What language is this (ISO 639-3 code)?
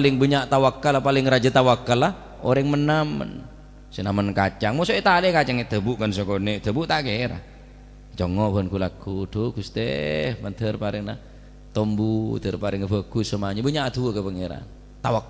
mad